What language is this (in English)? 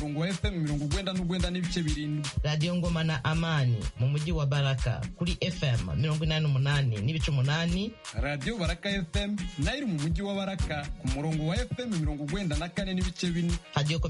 Kinyarwanda